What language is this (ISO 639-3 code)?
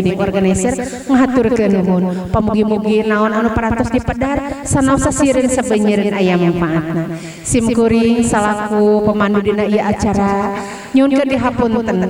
sun